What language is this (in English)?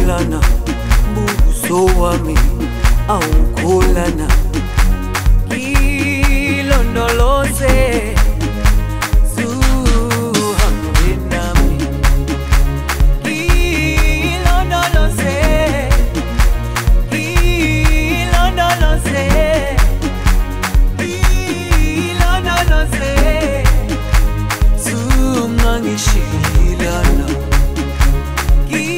Zulu